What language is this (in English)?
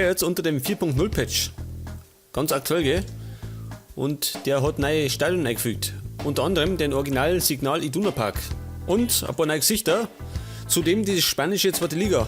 Bavarian